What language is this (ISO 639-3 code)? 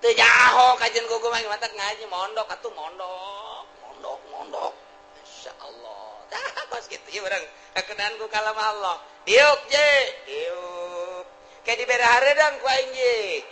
sun